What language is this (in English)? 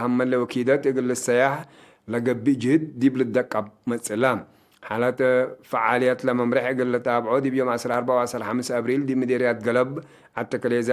Tigre